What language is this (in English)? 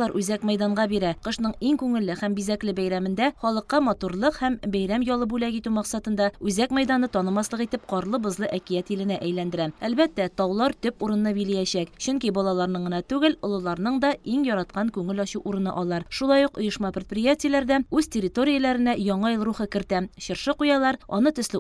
Tatar